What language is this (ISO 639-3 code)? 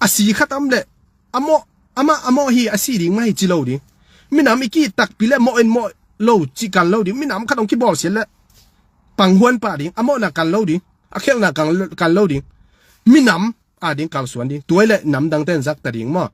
ctd